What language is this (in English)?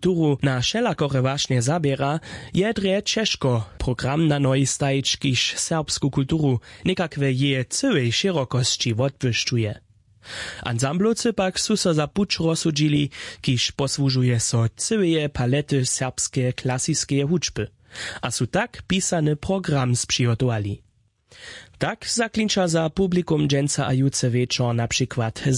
Upper Sorbian